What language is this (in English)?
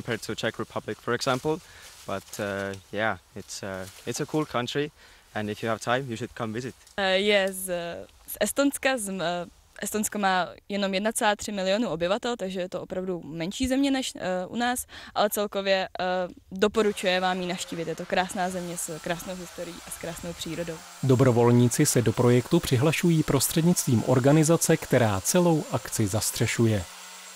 Czech